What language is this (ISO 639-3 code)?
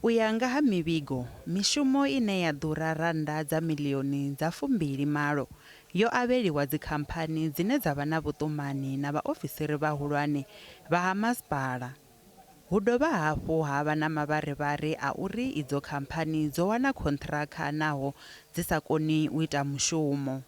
ven